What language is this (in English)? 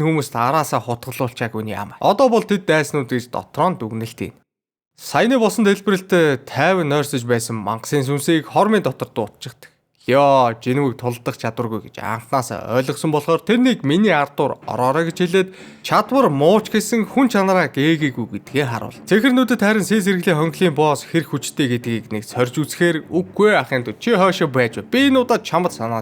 Mongolian